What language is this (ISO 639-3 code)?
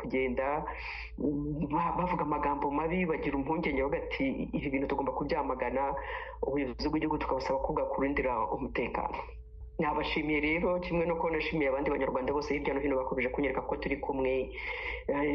kin